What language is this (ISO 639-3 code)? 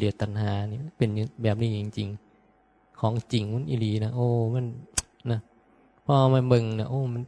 tts